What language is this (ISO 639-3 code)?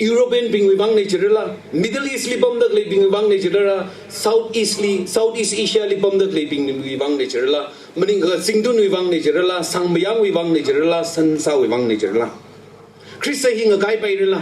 nmf